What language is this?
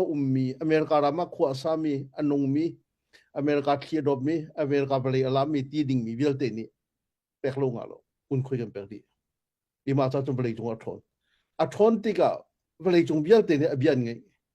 Hakha Chin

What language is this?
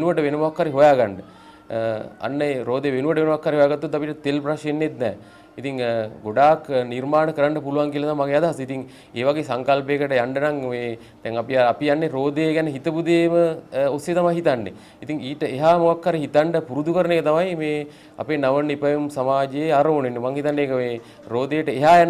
Sinhala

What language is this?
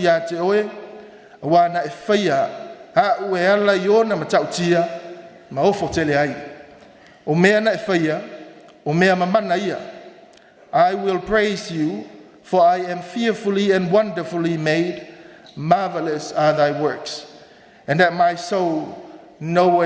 Samoan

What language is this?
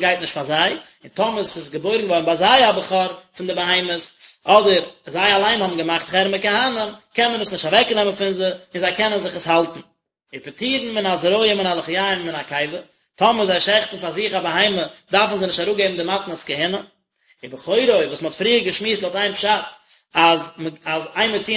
Yiddish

